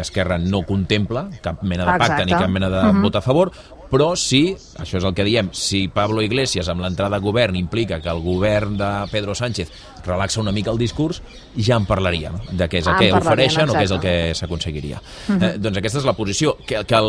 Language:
Catalan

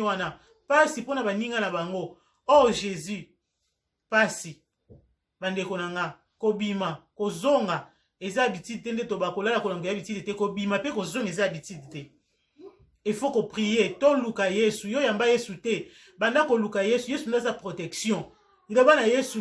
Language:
Lingala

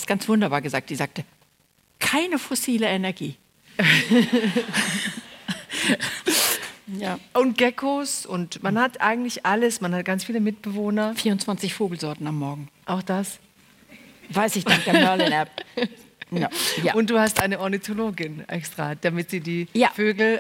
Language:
German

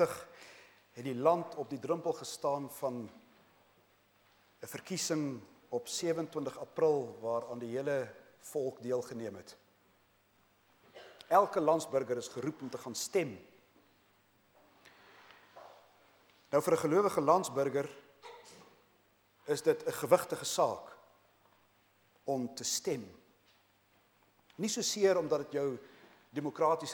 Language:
Afrikaans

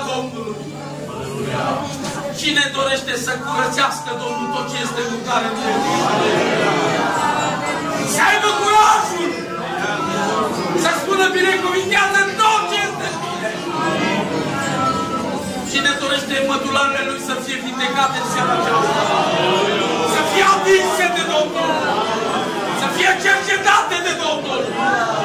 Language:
Romanian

